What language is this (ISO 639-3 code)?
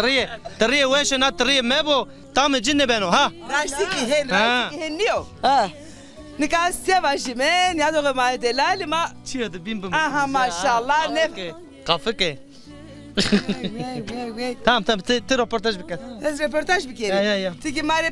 zza